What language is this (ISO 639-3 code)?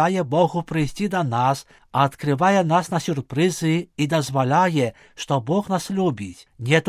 bel